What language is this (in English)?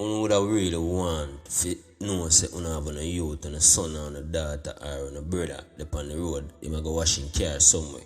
Jamaican Creole English